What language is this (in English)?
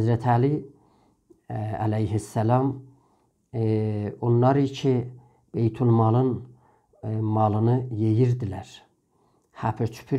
South Azerbaijani